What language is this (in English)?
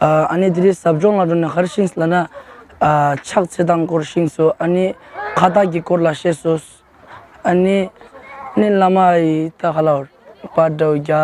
Tibetan